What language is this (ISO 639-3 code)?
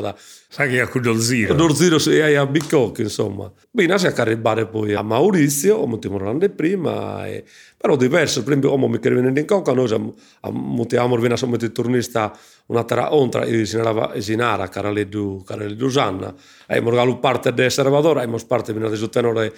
srd